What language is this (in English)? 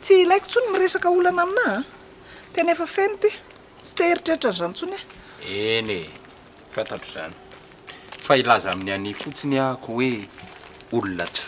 Malagasy